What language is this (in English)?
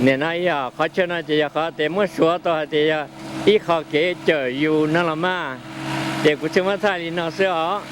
Hmong